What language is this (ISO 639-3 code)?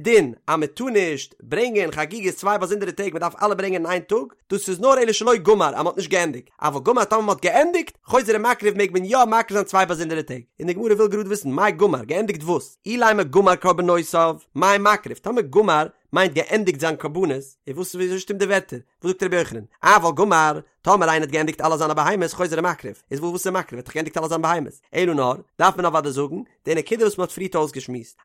yid